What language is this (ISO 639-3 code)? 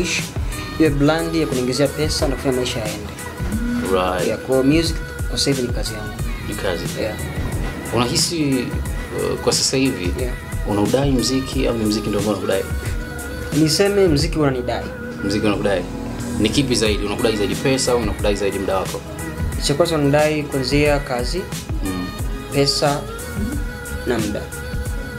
swa